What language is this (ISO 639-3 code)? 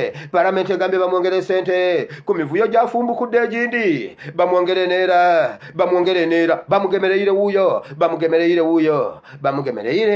lug